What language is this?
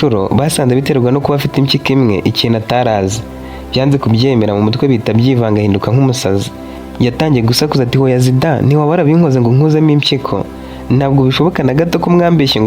Kinyarwanda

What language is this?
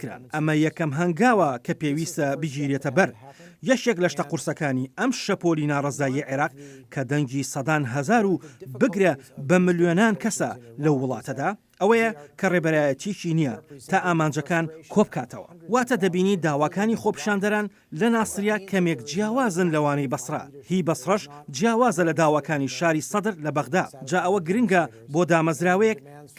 Central Kurdish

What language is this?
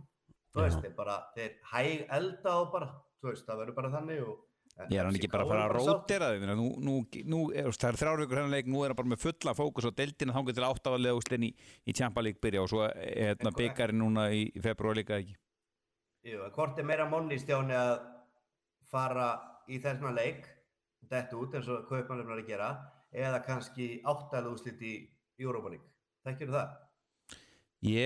Icelandic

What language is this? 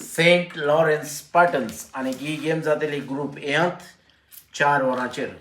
Konkani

